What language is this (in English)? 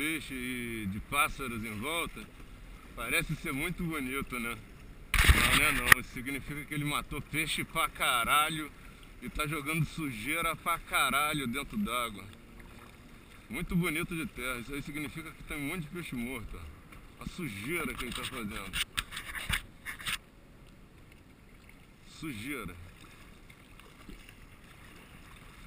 Portuguese